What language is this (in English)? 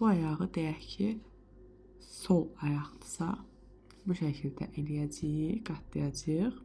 Azerbaijani